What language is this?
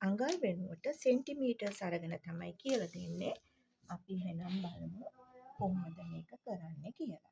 Sinhala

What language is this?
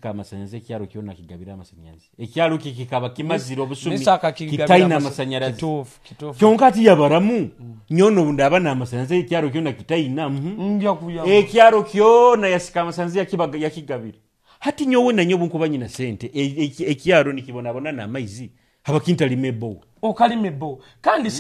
Nyoro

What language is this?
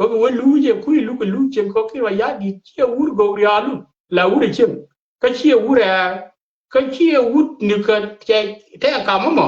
Nuer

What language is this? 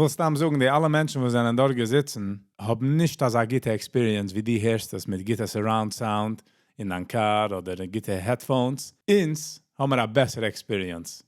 Yiddish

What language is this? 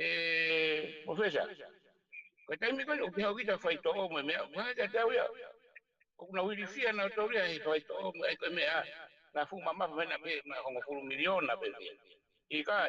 Tongan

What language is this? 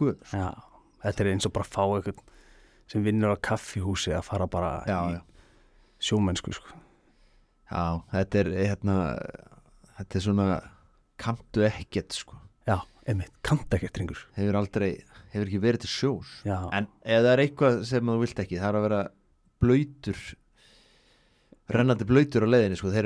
Icelandic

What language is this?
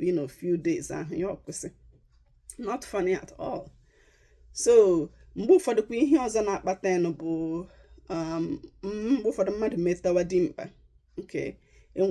Igbo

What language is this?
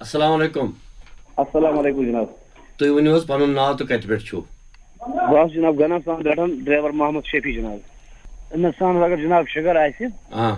Kashmiri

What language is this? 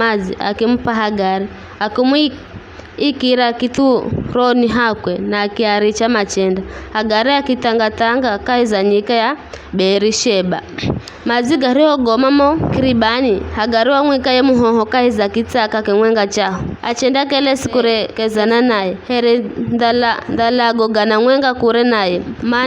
Giryama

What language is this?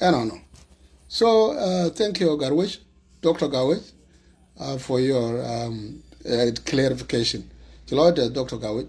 Nuer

